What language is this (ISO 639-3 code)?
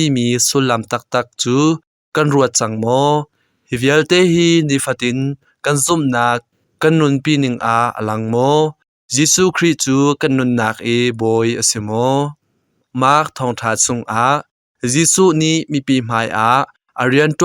cnh